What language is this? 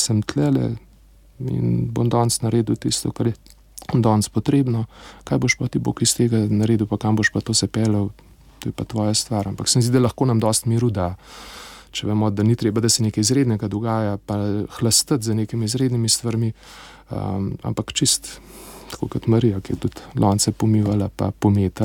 Slovenian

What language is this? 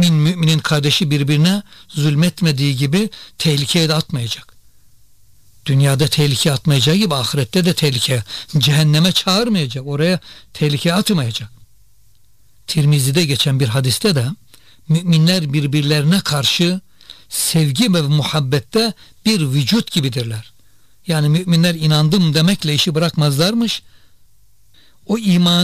Turkish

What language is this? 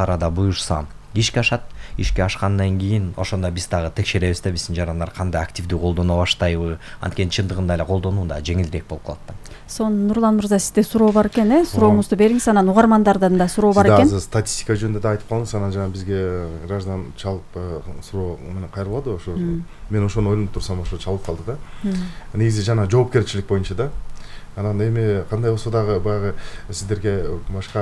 Kyrgyz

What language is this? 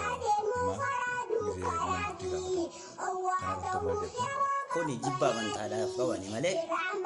Oromo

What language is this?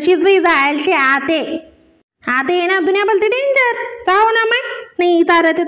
Khandesi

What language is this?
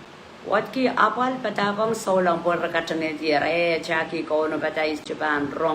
Pohnpeian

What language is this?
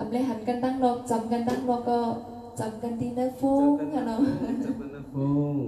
Shan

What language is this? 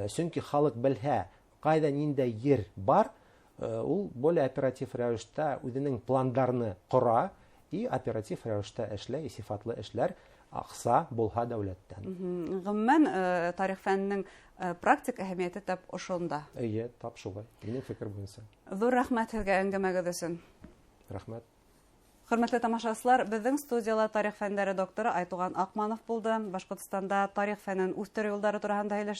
Bashkir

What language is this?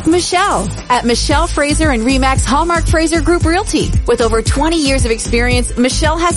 English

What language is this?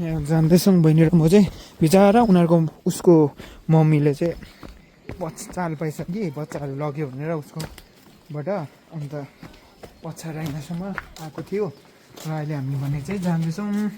Nepali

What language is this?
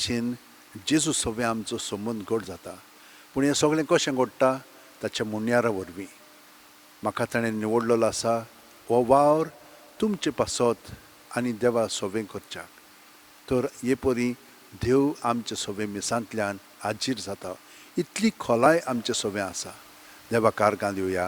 Konkani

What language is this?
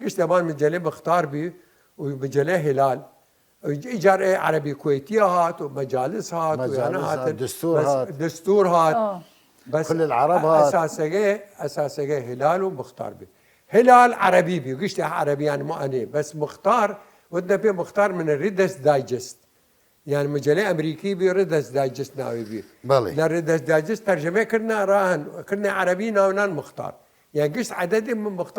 Southern Kurdish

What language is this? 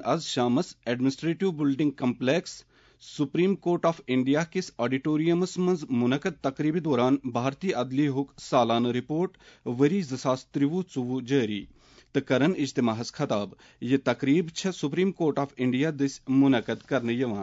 Kashmiri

